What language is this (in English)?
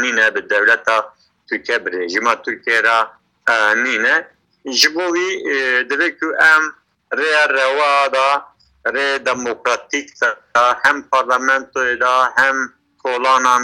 Kurdish